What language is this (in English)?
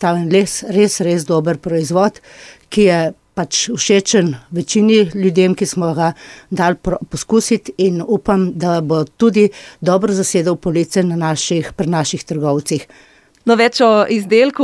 Slovenian